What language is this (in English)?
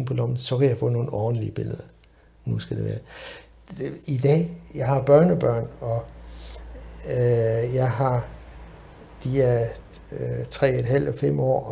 Danish